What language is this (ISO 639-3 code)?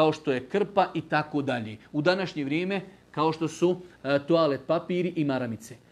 bos